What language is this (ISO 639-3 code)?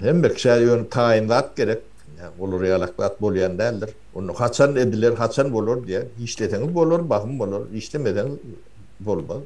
tuk